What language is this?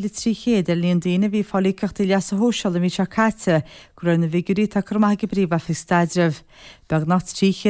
Irish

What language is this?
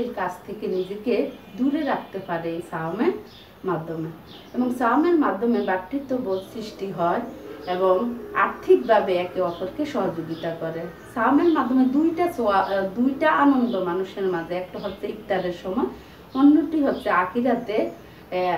Bangla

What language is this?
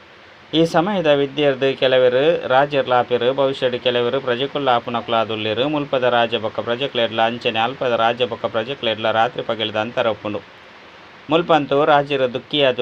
Tulu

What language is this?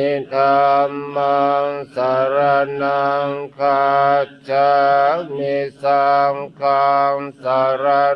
Pali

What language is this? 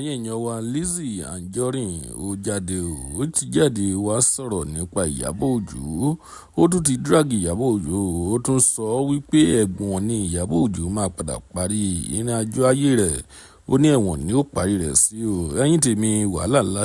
Yoruba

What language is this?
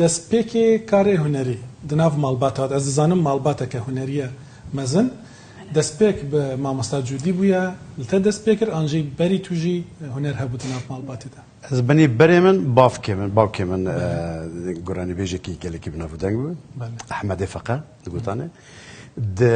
Kurdish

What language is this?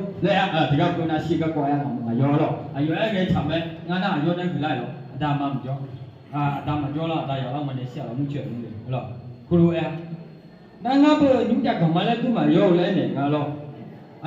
Akha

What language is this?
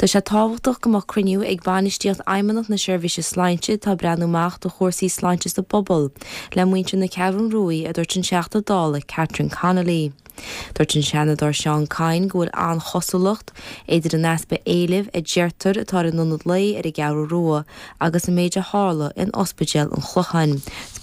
Irish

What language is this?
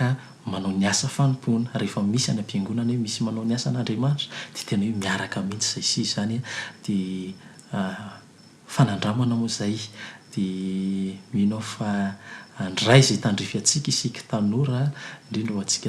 Malagasy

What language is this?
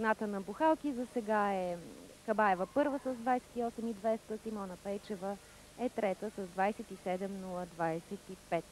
Bulgarian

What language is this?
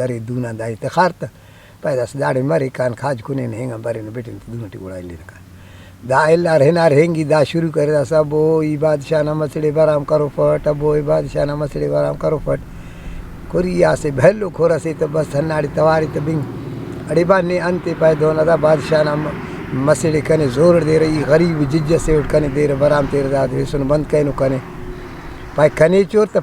Brahui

